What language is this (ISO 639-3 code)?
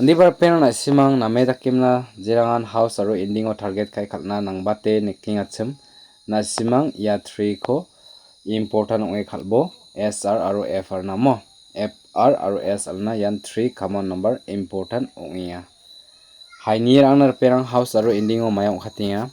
grt